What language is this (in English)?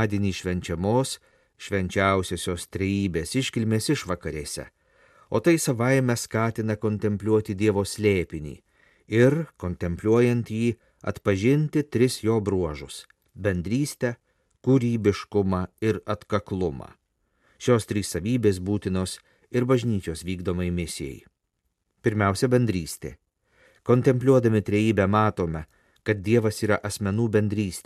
Lithuanian